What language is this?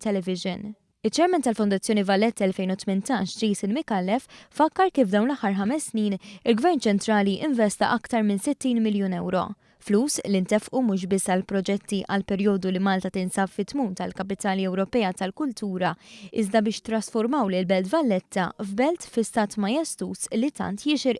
Maltese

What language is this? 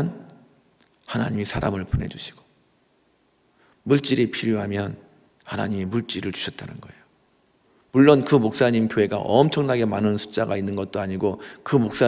Korean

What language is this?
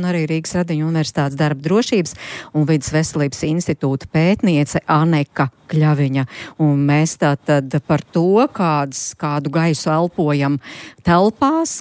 Latvian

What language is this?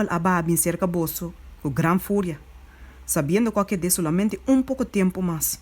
Papiamento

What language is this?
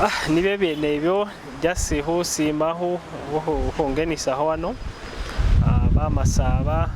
Masaaba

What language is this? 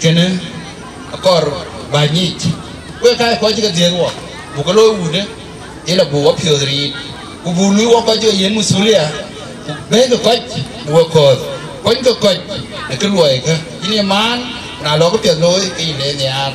Dinka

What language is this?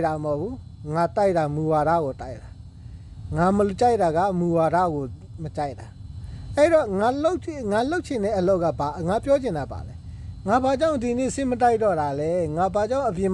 Burmese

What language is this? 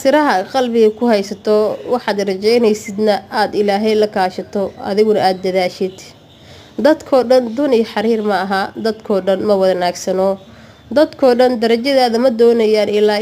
Somali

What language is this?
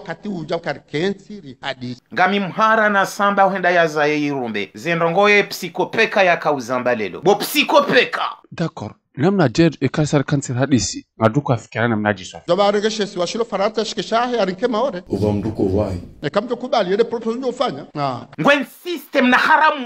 Ngazidja Comorian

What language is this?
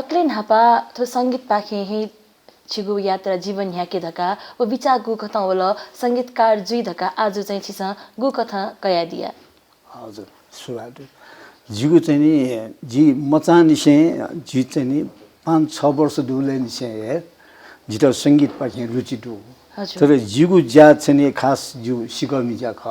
Newari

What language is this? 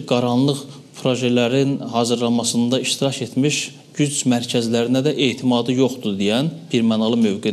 Azerbaijani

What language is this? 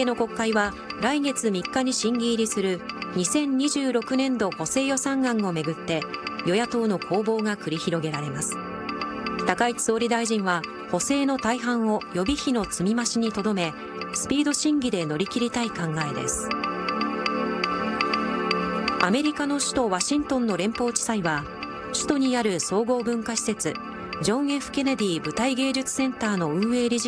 Japanese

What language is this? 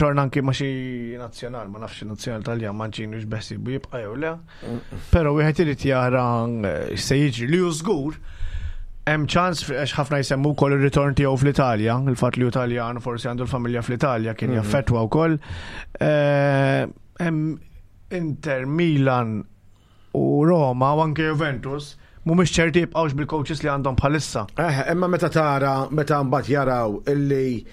Maltese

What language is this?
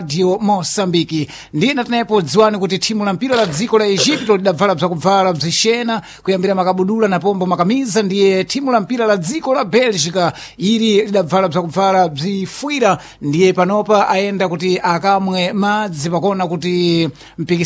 Sena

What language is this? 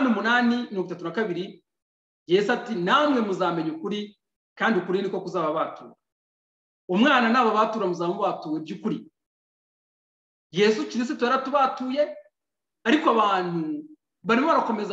Kinyarwanda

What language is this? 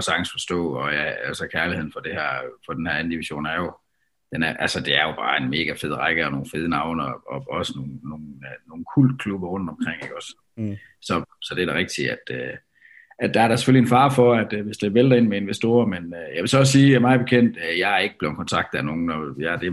Danish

